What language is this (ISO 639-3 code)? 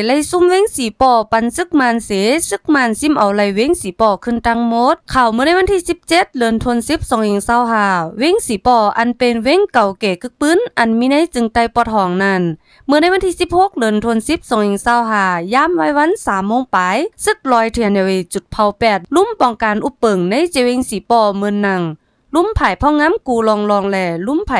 shn